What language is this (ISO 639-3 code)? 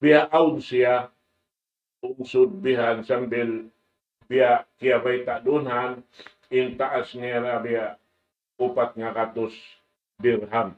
tsg